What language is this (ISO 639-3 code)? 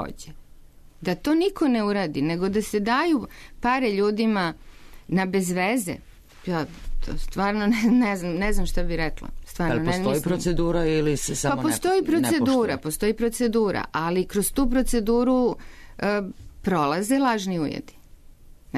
srp